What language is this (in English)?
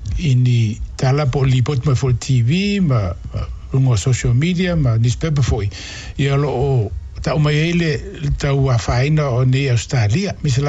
Samoan